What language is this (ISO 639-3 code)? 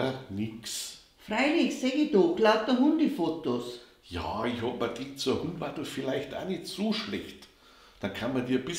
bar